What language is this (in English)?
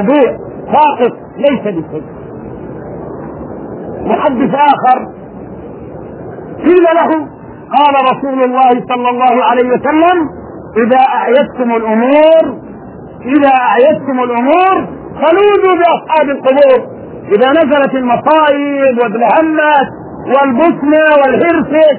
Arabic